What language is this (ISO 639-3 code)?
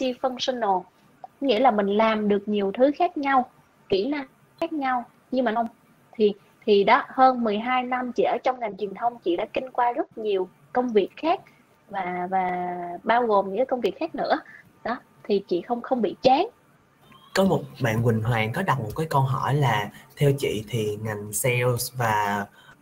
vie